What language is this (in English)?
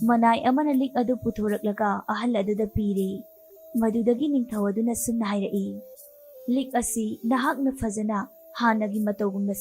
Manipuri